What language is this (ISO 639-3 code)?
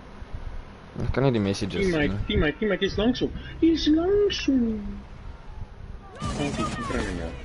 afr